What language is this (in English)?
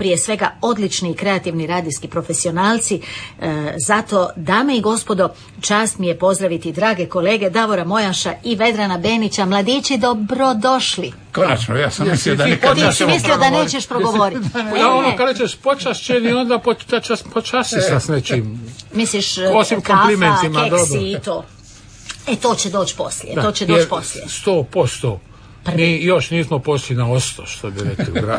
Croatian